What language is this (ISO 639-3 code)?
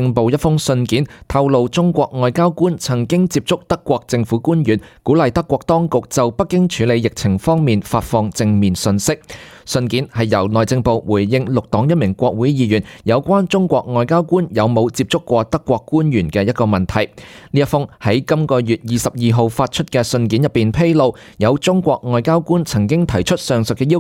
yue